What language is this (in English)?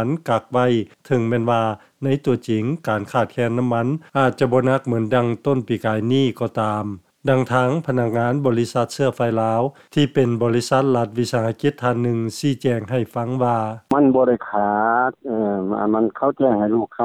Lao